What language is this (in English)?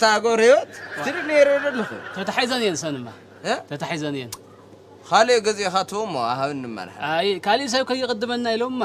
Tigrinya